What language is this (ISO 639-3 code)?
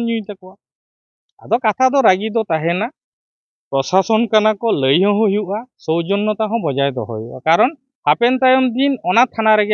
sat